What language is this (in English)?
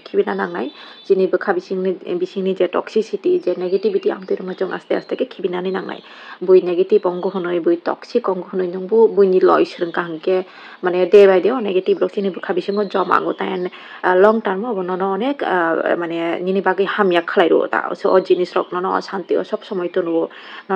Kok Borok